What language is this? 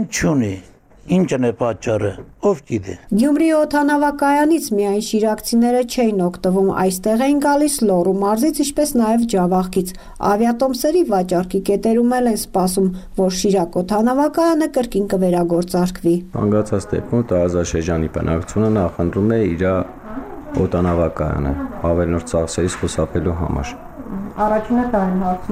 Armenian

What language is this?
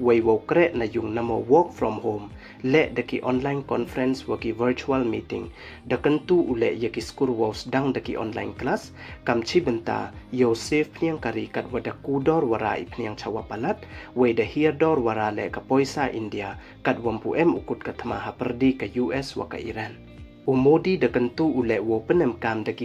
Pnar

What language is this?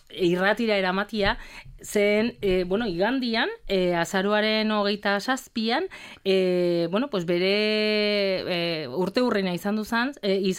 Basque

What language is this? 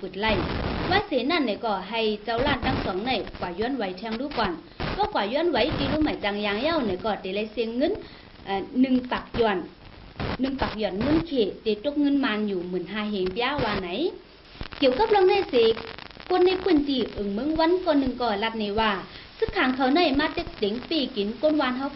Shan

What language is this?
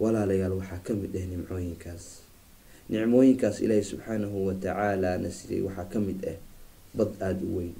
Somali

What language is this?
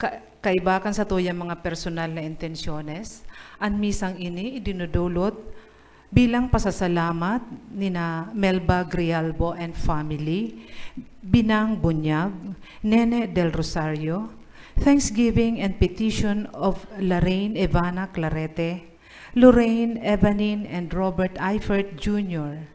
Bikol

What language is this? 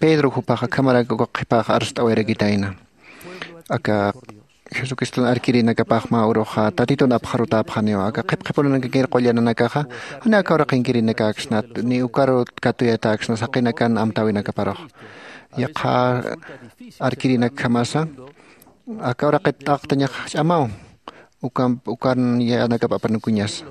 Aymara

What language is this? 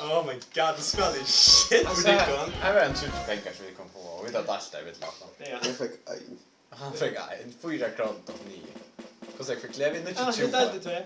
Faroese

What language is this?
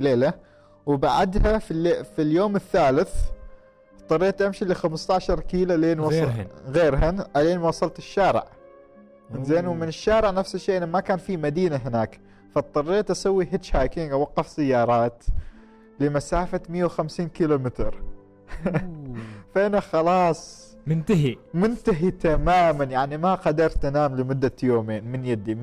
Gulf Arabic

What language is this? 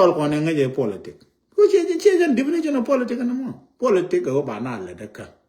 Nuer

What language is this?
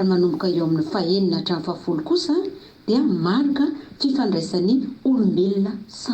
Malagasy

